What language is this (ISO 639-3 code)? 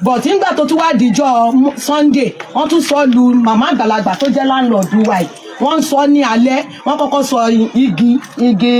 yor